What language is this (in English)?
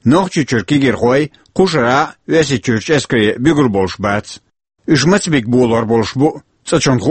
Chechen